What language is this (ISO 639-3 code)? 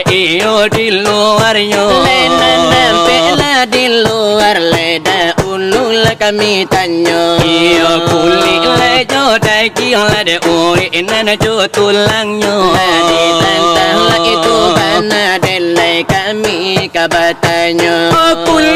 min